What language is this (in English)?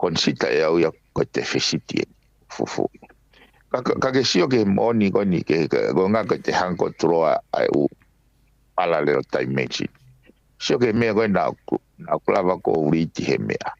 Tongan